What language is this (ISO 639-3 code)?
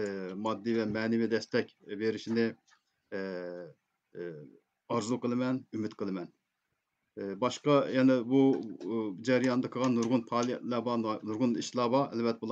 uig